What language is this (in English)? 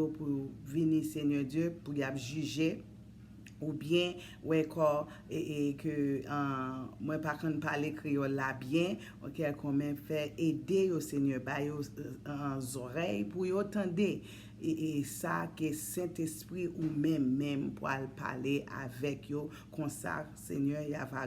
Haitian Creole